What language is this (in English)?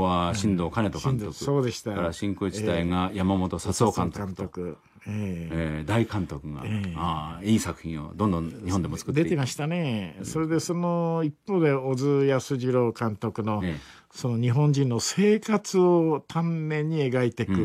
Japanese